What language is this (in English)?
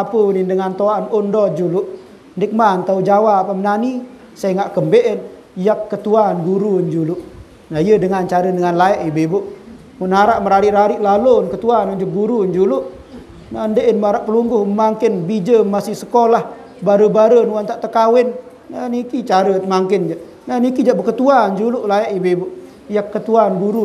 Sasak